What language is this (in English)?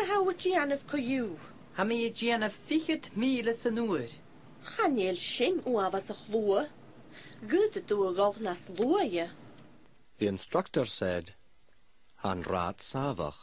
Scottish Gaelic